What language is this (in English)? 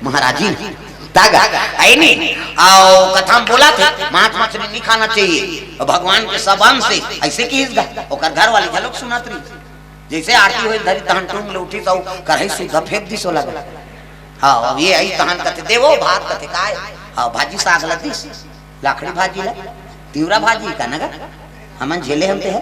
Chhattisgarhi